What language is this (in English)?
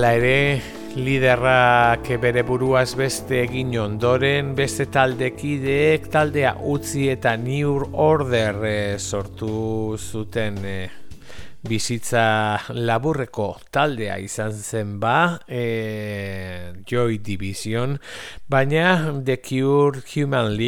Basque